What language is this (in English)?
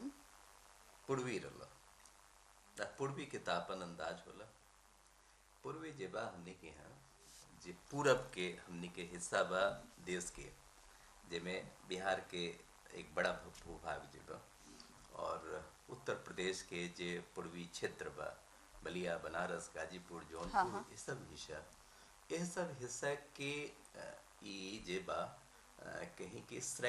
Bhojpuri